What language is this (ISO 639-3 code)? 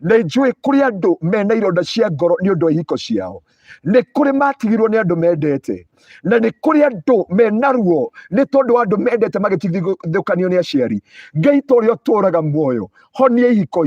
kik